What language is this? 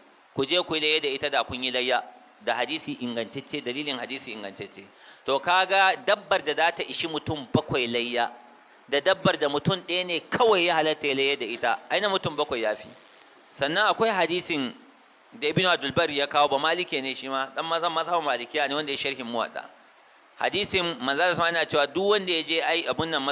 Hausa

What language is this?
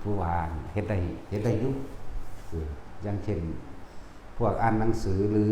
Lao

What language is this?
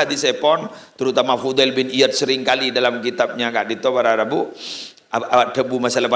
Madurese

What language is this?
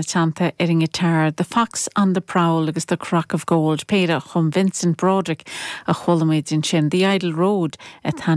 Irish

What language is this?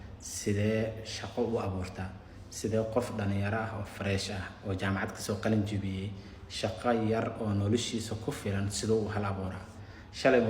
Somali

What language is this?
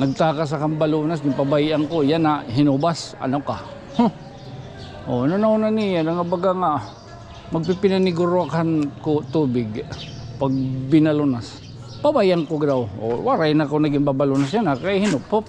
Waray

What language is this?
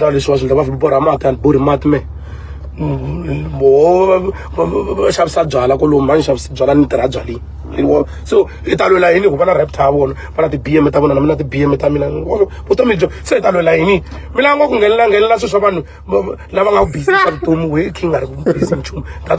Tsonga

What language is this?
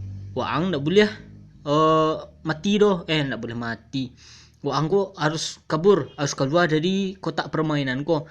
Minangkabau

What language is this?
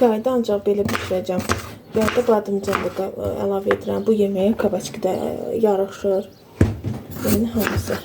Azerbaijani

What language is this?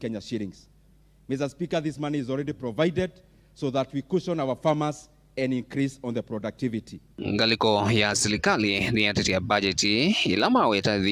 Kamba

